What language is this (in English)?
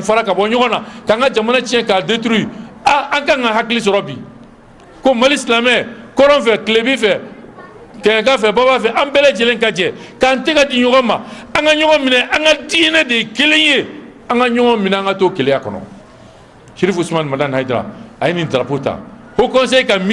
Bambara